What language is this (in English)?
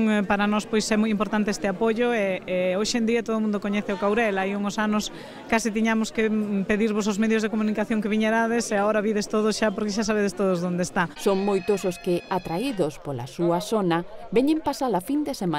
Galician